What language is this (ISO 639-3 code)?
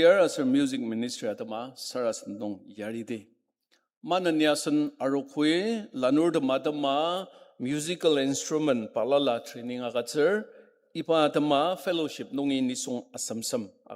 njo